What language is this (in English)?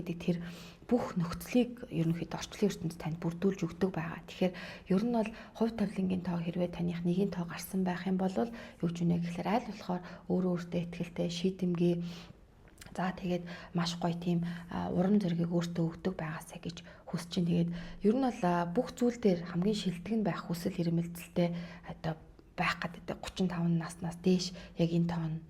Mongolian